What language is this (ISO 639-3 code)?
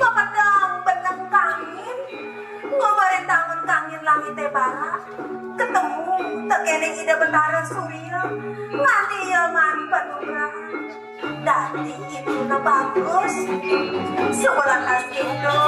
ban